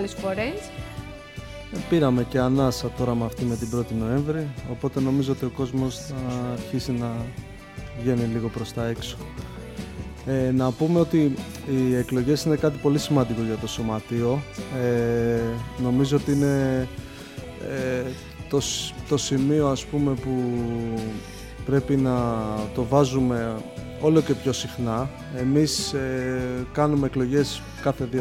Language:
Greek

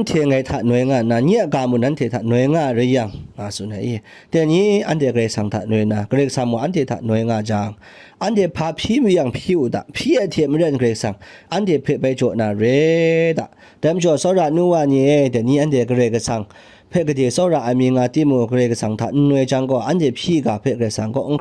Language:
Kachin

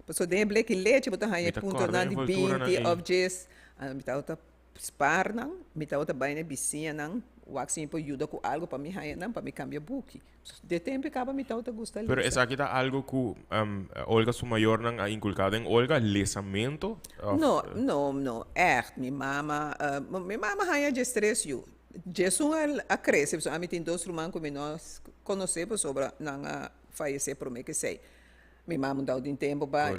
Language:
Papiamento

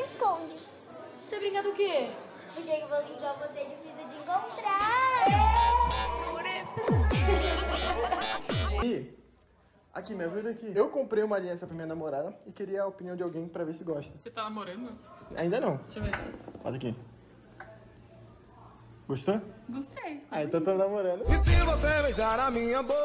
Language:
Portuguese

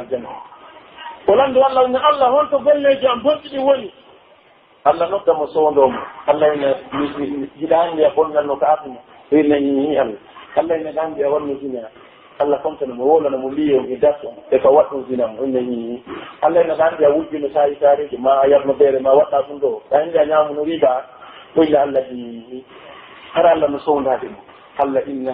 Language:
Pular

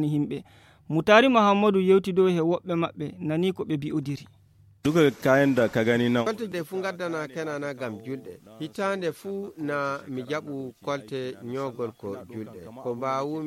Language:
Nigerian Fulfulde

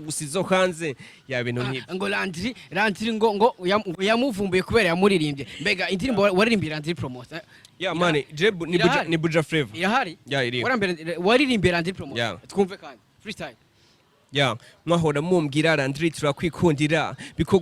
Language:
Rundi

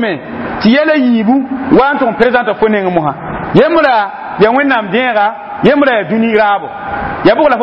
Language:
Mossi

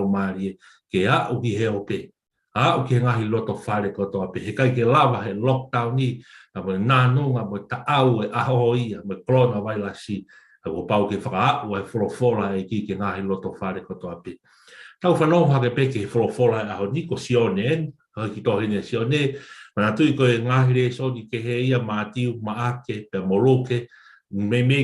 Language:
Tongan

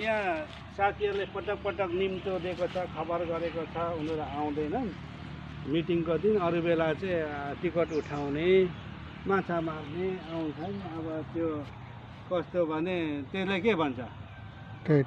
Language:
Nepali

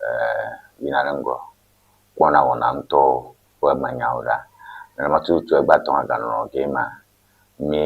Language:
Ewe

